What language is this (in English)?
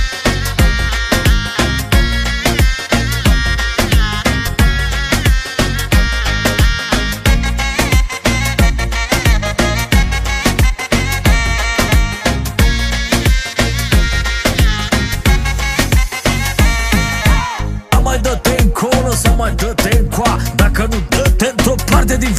Romanian